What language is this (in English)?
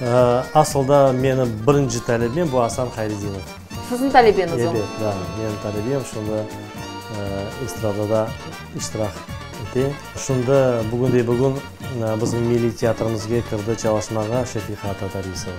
Crimean Tatar